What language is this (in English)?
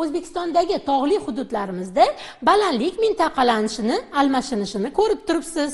Uzbek